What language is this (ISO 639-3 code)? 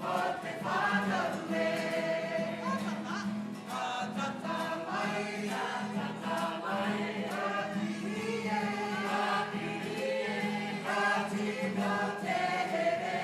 mri